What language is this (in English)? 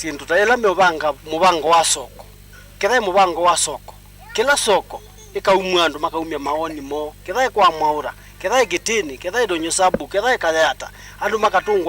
Kamba